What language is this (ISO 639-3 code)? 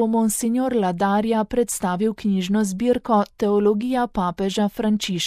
slv